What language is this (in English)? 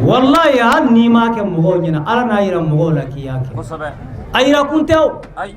Bambara